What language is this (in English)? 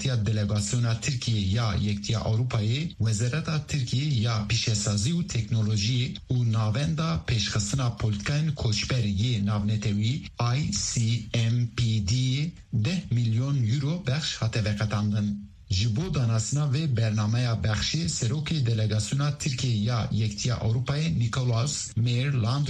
Kurdish